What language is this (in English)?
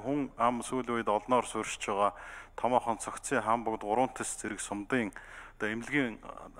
Mongolian